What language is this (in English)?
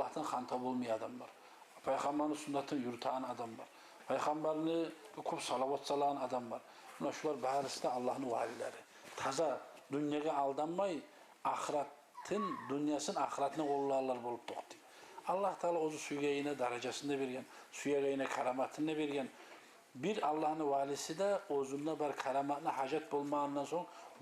Kumyk